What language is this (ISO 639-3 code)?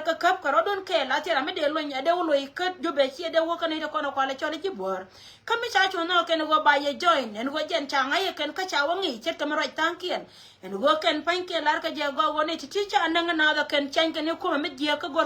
nus